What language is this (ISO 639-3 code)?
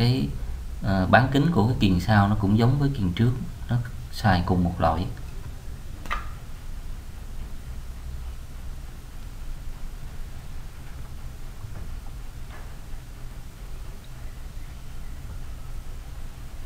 vie